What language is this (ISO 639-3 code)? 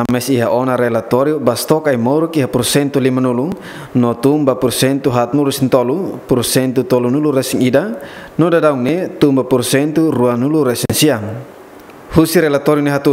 tet